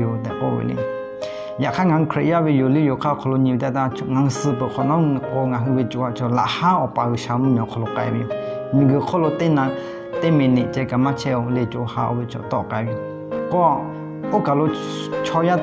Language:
Lahu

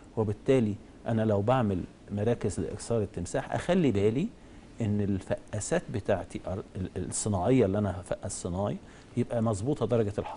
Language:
Egyptian Arabic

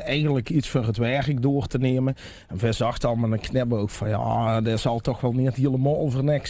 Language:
Limburgish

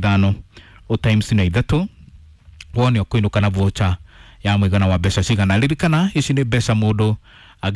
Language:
Kikuyu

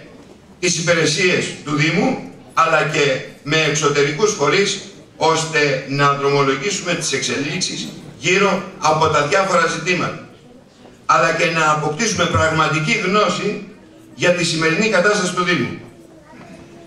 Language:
Greek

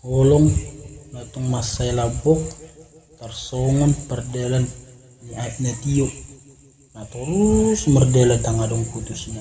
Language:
Batak Toba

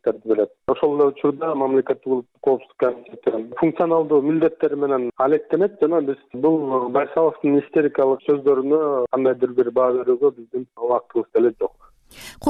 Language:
Kyrgyz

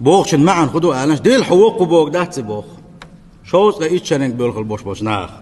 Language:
Chechen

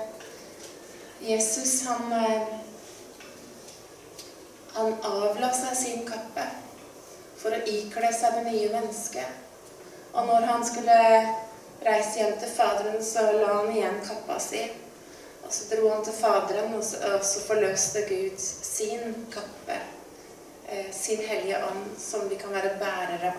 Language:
Norwegian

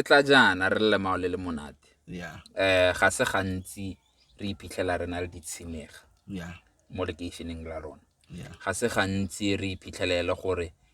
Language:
Tswana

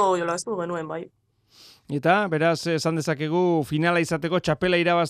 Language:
Basque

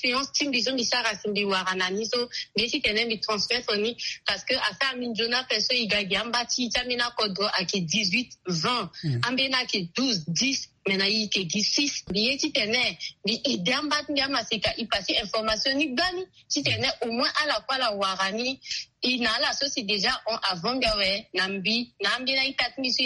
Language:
Sango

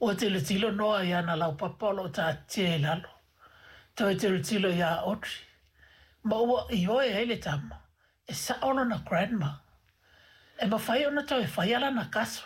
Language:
Samoan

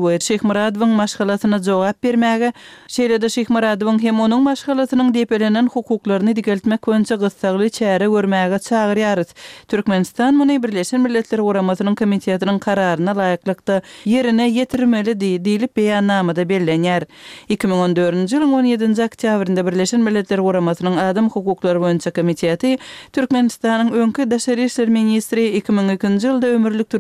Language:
Turkmen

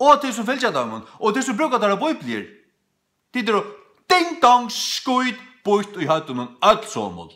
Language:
Faroese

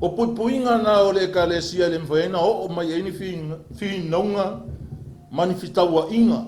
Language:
Samoan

